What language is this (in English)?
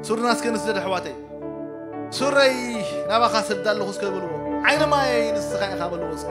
Tigrinya